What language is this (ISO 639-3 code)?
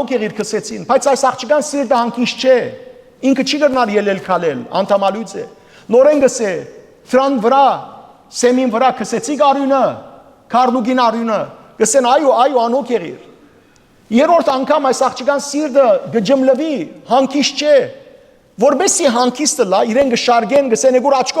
hyw